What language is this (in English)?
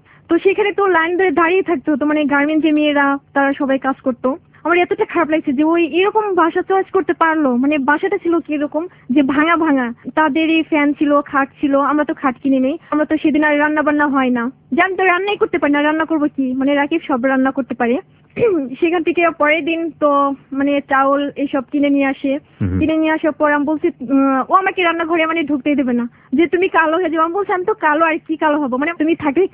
Bangla